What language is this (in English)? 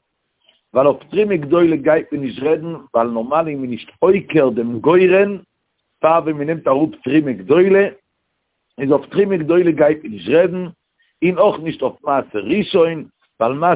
Yiddish